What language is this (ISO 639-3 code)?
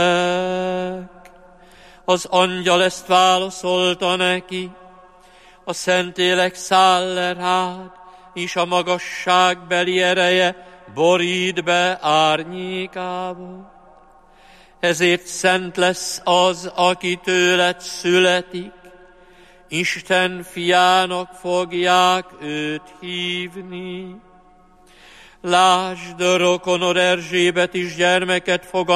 hun